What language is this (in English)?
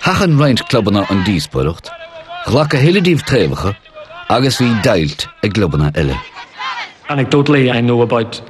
Irish